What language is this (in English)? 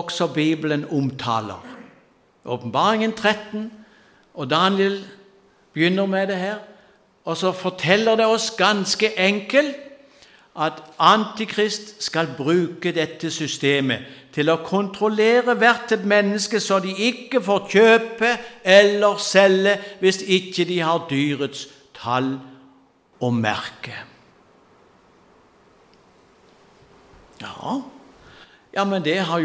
Norwegian